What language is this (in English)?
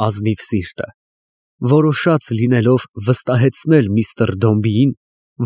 Armenian